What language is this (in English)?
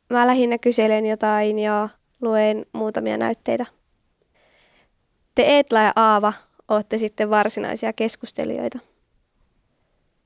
Finnish